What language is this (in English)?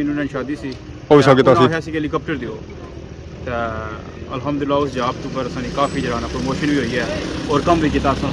Pahari-Potwari